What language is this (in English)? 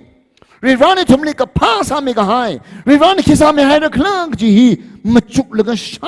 Tangkhul Naga (India)